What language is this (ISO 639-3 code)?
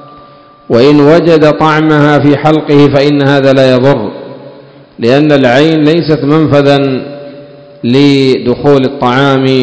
ara